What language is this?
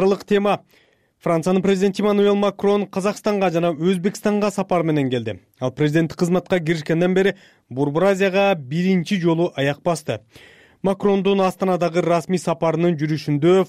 Kyrgyz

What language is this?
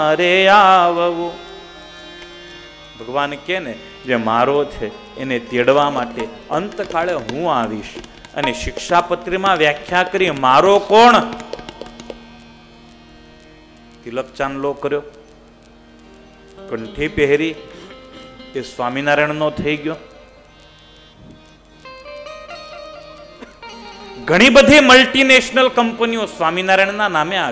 Gujarati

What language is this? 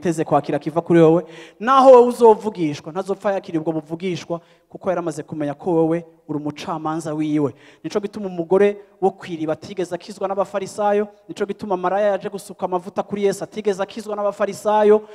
Rundi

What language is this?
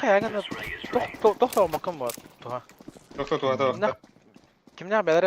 Yakut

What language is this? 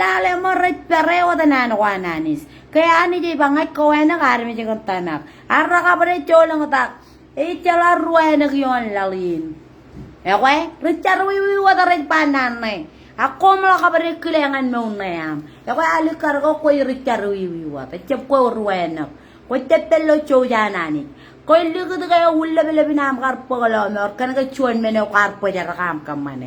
Marshallese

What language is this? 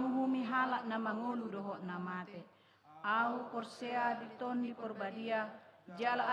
Batak Toba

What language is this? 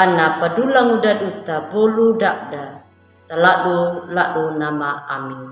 Anakalangu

